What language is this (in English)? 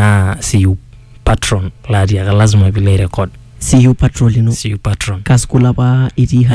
Masai